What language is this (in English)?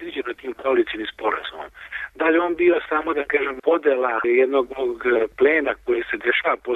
Serbian